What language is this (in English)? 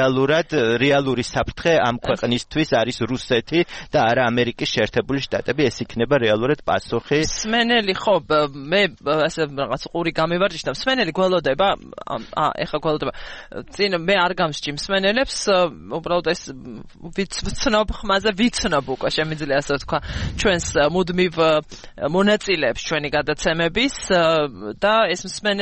Georgian